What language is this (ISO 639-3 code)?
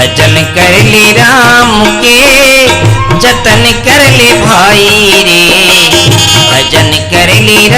hne